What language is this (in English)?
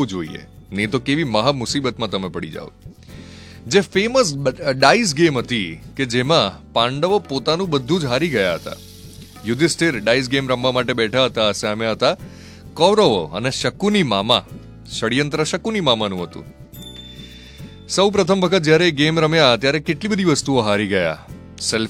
Gujarati